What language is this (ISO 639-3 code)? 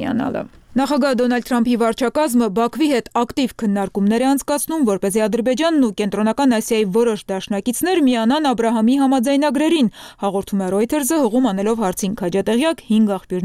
hye